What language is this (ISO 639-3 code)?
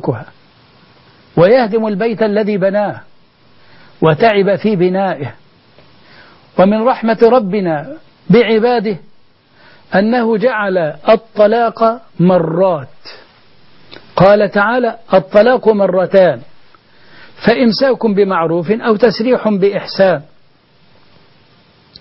ara